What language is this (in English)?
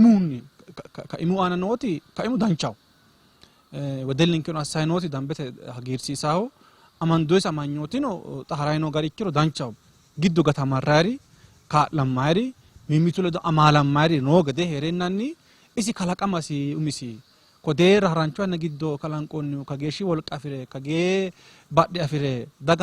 Sidamo